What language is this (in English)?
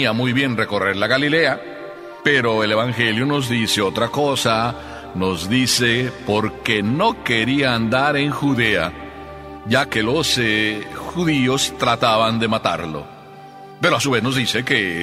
Spanish